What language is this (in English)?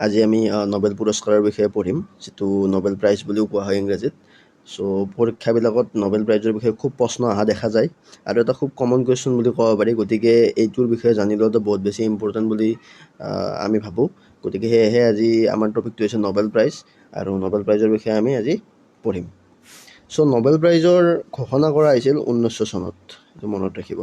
Assamese